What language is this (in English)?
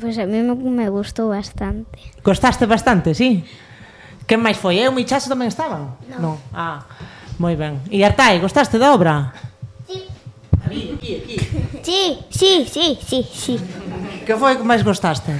Galician